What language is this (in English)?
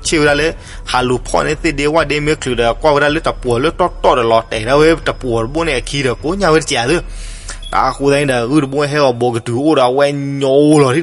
S'gaw Karen